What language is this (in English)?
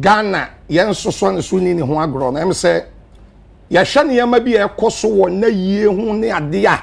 Akan